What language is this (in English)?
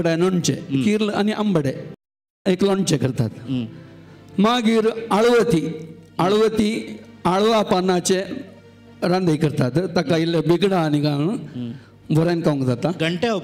Konkani